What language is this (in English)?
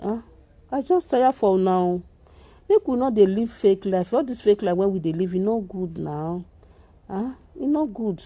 Nigerian Pidgin